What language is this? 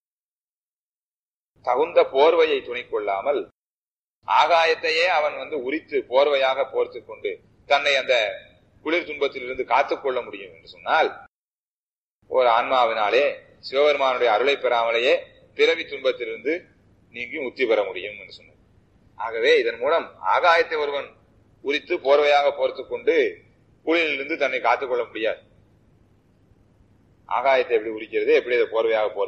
Tamil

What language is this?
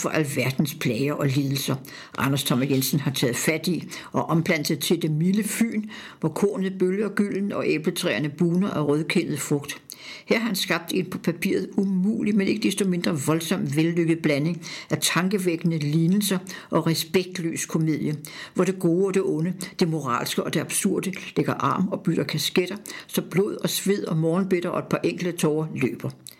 Danish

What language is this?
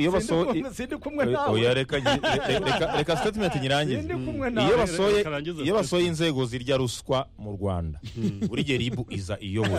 Kinyarwanda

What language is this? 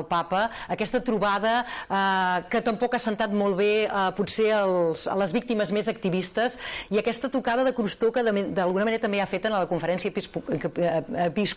Catalan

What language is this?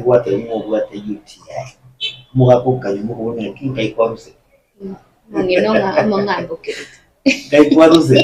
Gusii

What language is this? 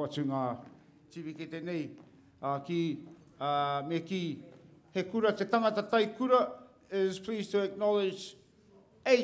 Māori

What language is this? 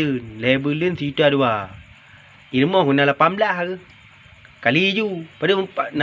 Achinese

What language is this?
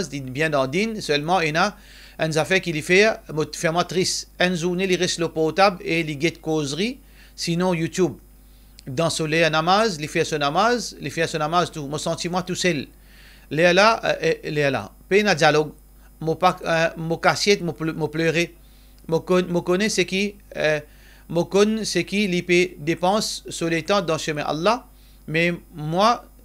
Morisyen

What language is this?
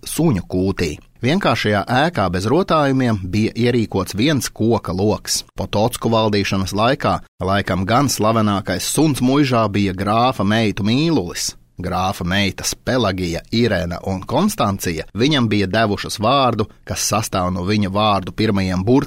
Latvian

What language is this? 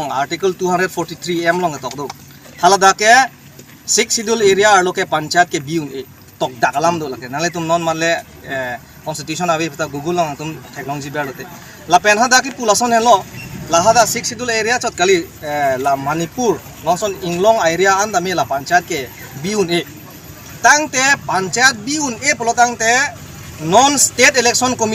Karbi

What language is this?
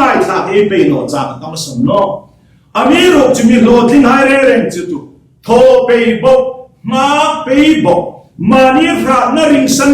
Hmar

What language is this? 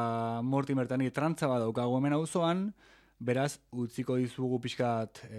Basque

